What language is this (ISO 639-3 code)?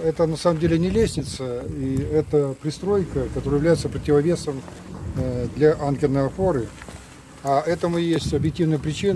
rus